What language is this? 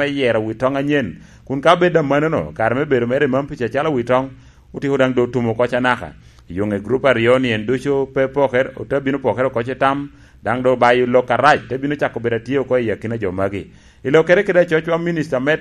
Lango (Uganda)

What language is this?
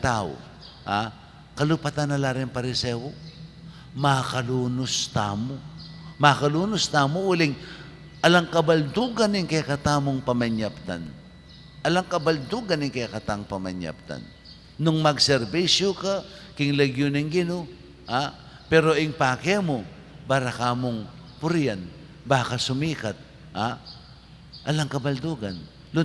Pampanga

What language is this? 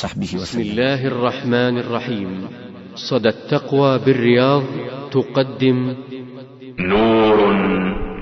Arabic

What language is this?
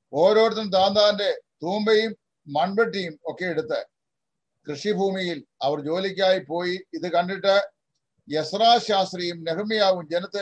Malayalam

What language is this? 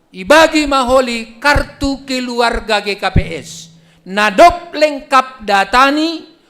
Batak Simalungun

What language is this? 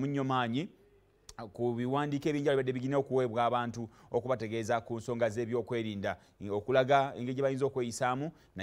Ganda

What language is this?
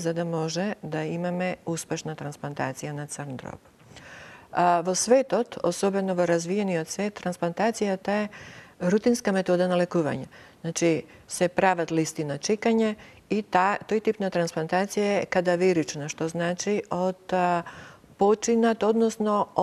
Macedonian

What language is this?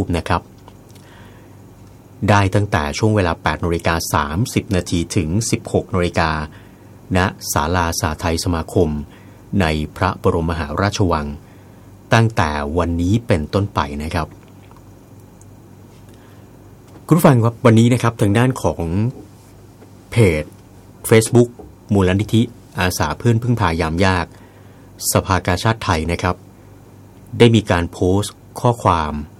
Thai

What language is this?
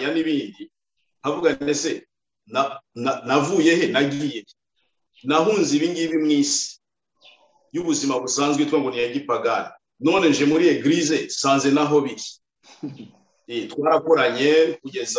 Kinyarwanda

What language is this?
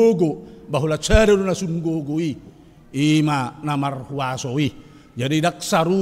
Batak Toba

